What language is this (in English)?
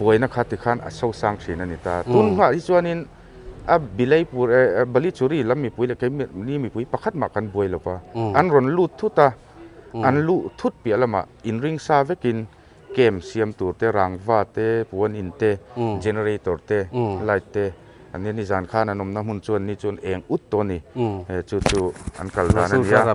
Mizo